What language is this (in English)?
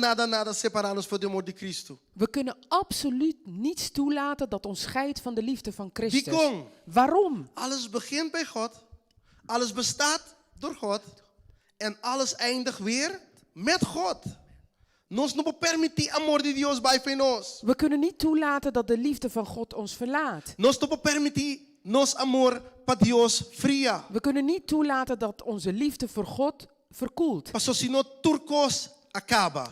Papiamento